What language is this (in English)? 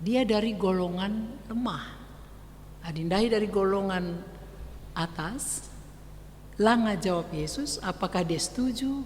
Batak Karo